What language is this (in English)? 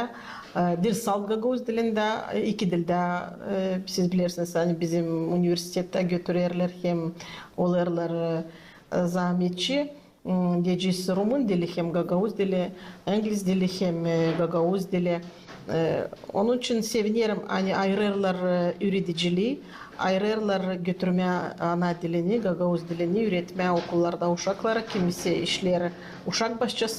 Gagauz